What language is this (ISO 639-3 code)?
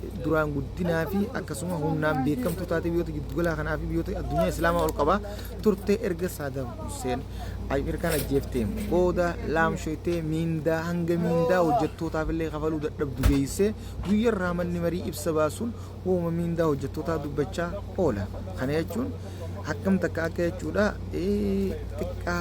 orm